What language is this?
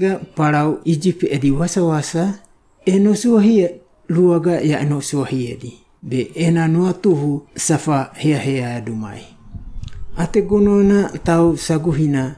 Wagawaga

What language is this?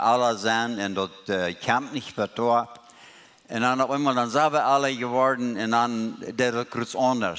Plautdietsch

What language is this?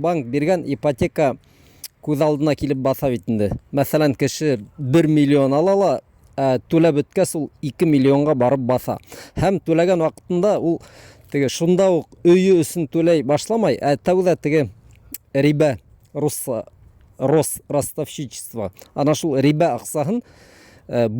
Bashkir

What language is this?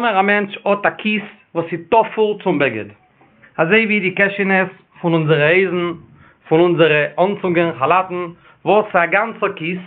Yiddish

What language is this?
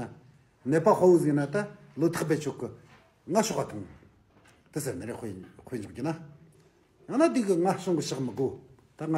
Tibetan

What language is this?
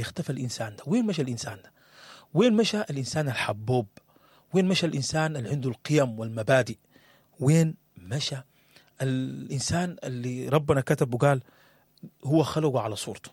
Sudanese Arabic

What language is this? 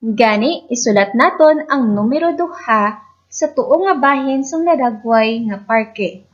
Hiligaynon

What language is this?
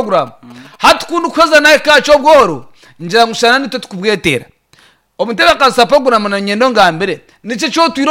Nyankole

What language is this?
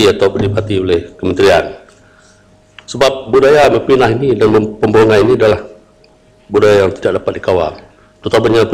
Malay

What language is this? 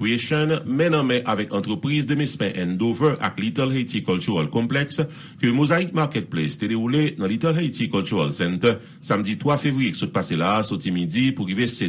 Haitian Creole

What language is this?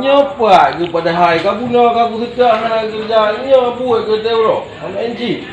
Achinese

